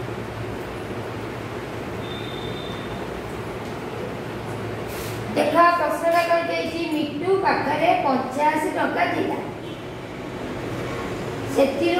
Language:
Odia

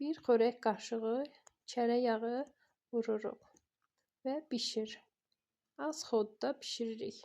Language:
Azerbaijani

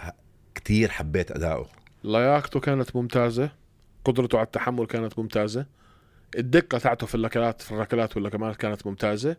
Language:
North Levantine Arabic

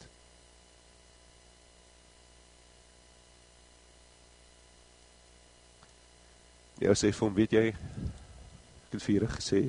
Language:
Afrikaans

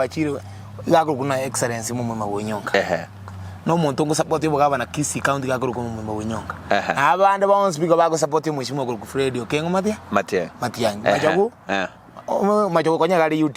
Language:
Gusii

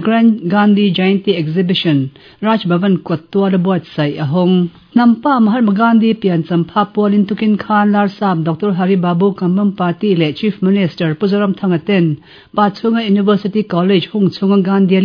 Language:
Mizo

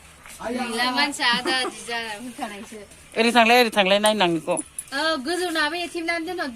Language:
Bodo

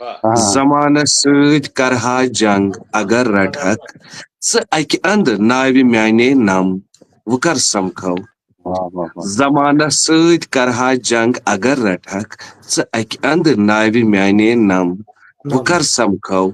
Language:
Kashmiri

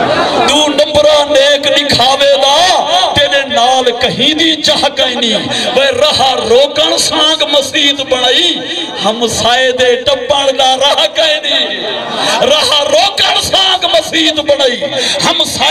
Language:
Saraiki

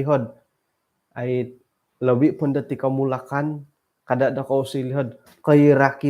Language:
Central Dusun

